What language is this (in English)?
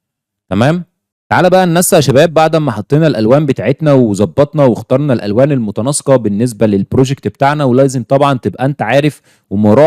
Egyptian Arabic